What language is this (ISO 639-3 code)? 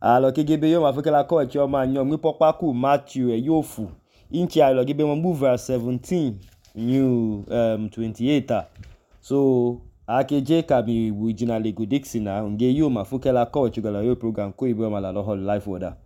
idu